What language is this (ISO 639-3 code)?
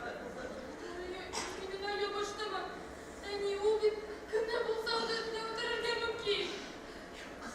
tat